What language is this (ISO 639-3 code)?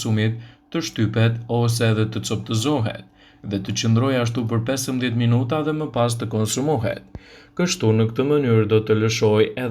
sqi